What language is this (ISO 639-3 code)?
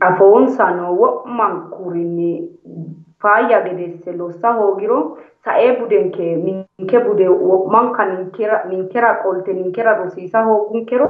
sid